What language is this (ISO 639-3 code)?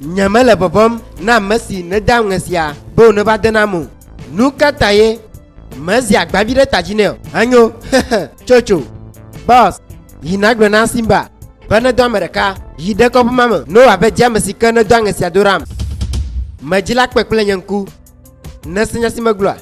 ewe